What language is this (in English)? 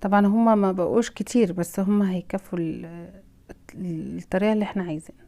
Egyptian Arabic